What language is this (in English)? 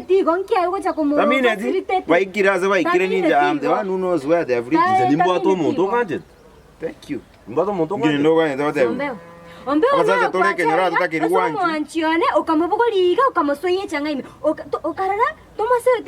Gusii